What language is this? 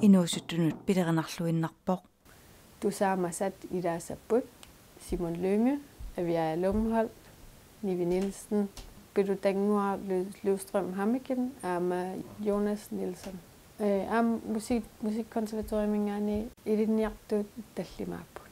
Kalaallisut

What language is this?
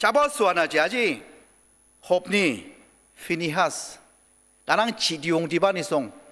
Ao Naga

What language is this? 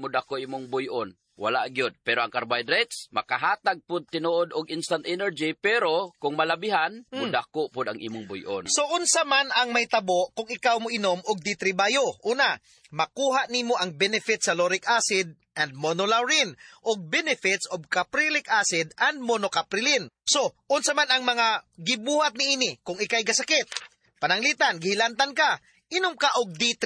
Cebuano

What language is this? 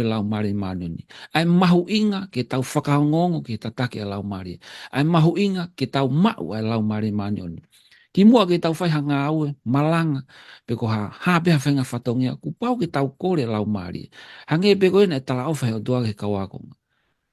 Tongan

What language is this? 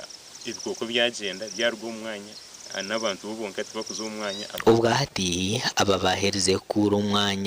Nyankole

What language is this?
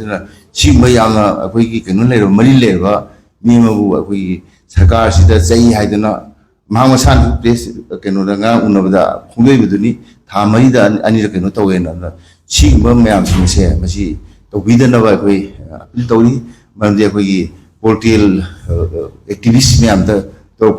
Manipuri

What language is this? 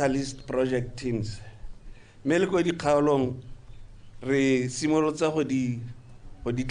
Tswana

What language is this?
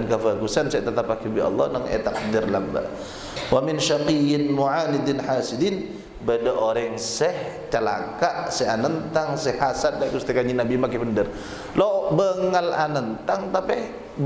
Madurese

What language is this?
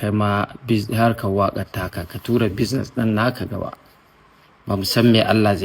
Hausa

